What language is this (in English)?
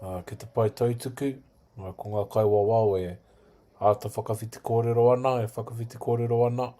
Māori